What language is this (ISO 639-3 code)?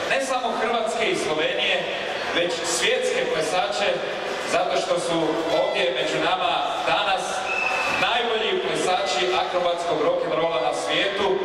hrv